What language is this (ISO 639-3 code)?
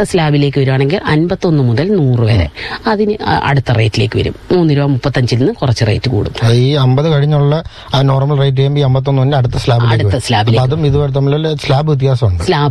mal